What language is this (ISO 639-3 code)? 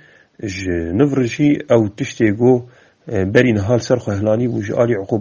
kur